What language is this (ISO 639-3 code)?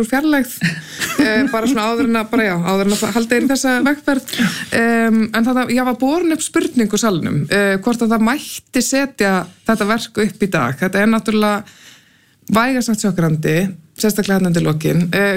isl